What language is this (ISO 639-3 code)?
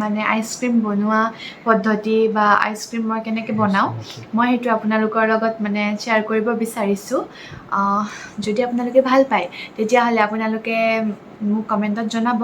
asm